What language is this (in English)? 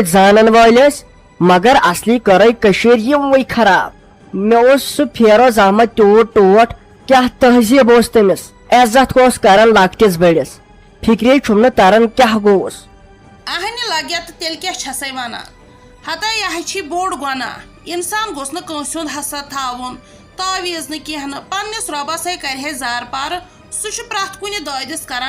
Kashmiri